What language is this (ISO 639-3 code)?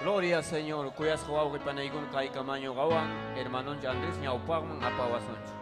quy